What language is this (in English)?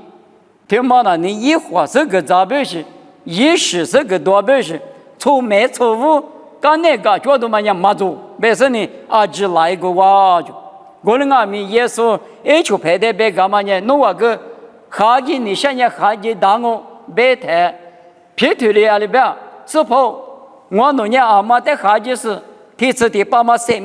Lisu